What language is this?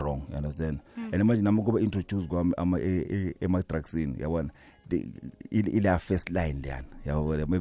South Ndebele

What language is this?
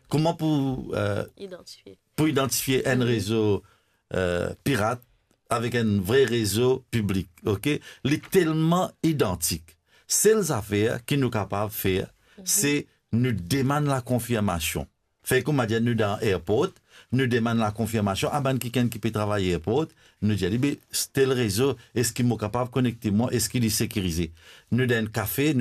Morisyen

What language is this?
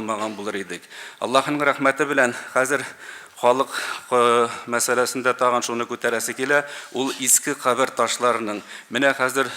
Tatar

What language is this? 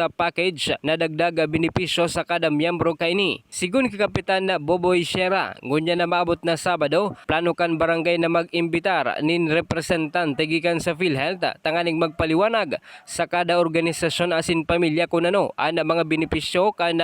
Bikol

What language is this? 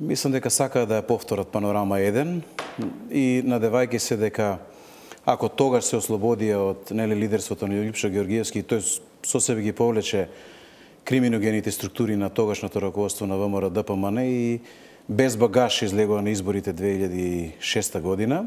Macedonian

